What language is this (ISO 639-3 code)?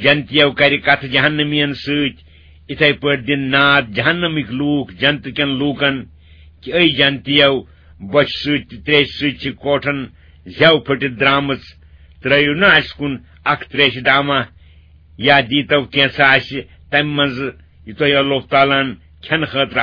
kas